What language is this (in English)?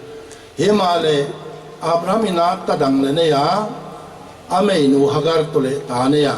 Paite Chin